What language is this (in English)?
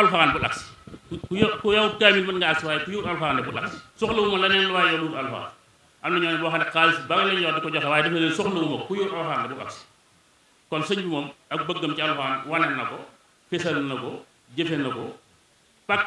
Wolof